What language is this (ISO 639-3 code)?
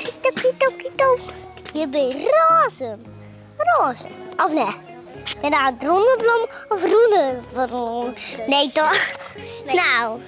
fry